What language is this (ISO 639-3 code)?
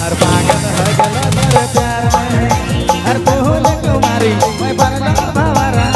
sck